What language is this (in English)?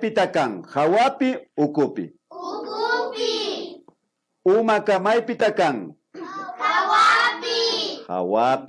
Imbabura Highland Quichua